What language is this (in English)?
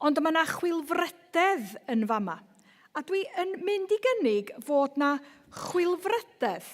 Welsh